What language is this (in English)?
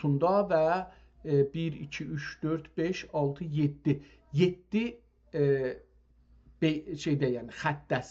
South Azerbaijani